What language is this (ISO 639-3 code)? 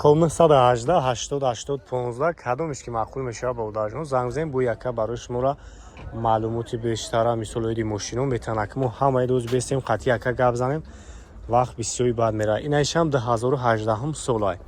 tgk